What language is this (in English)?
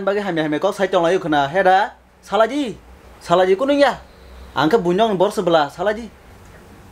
Kok Borok